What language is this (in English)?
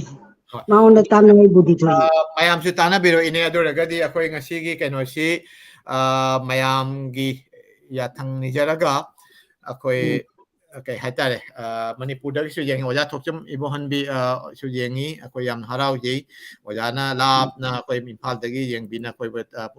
Manipuri